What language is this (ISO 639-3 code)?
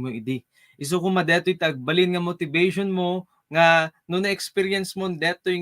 ilo